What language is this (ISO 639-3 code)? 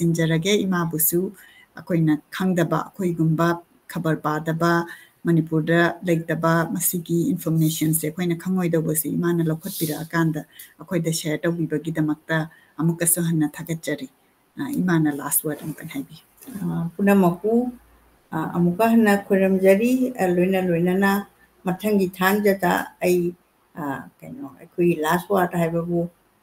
mni